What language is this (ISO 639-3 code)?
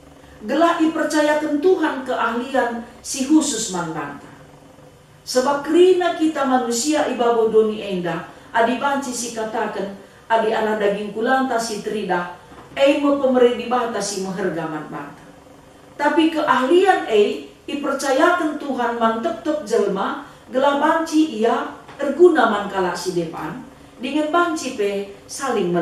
btx